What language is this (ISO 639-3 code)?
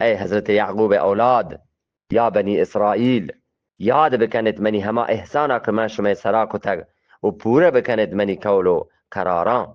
bgp